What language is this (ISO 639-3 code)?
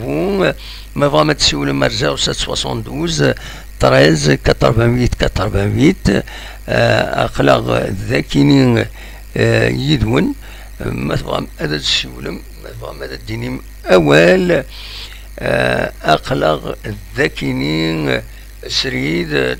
kab